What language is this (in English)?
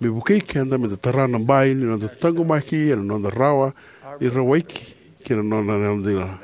Fijian